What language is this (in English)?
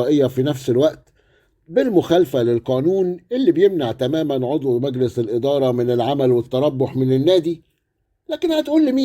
Egyptian Arabic